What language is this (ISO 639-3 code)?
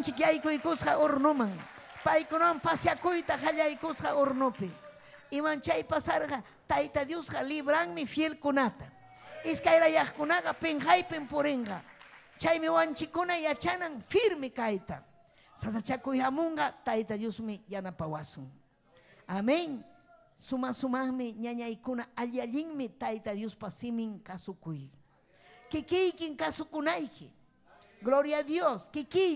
quy